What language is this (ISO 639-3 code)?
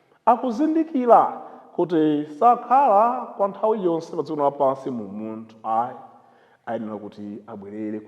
nya